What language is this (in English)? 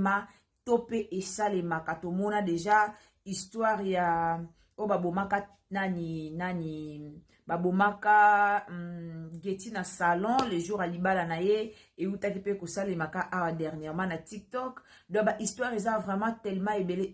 Lingala